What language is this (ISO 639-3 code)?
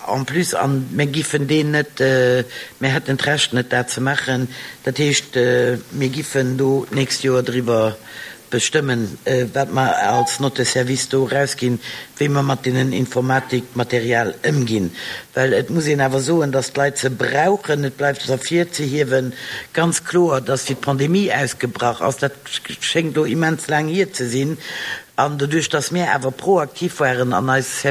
ltz